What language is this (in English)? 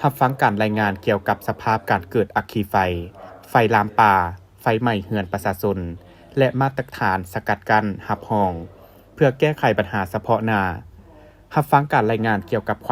Lao